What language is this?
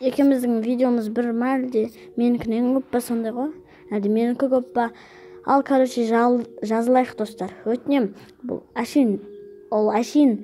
Kazakh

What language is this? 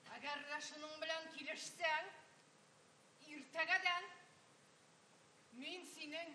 Tatar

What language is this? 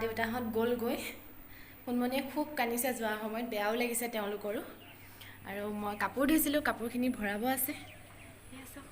Assamese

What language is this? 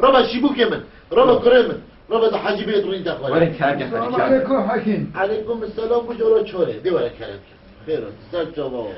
Kurdish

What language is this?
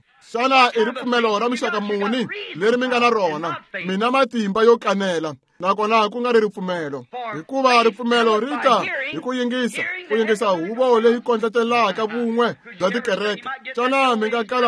Tsonga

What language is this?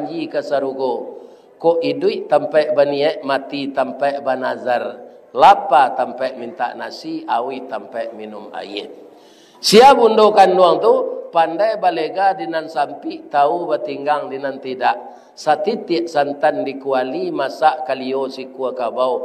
Minangkabau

